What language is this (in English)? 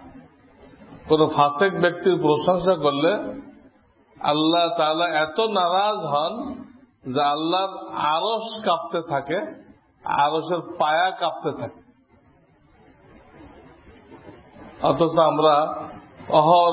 Bangla